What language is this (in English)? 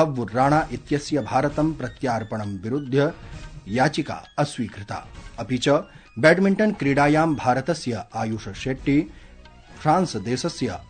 Sanskrit